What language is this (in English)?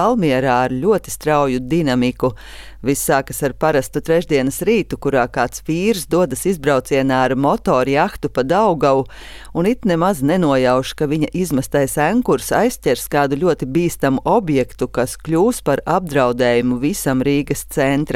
Latvian